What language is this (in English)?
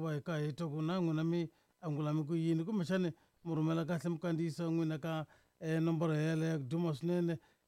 Tsonga